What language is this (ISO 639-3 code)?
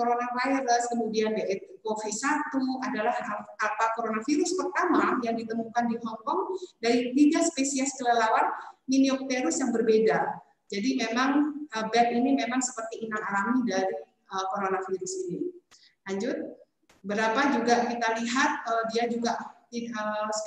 ind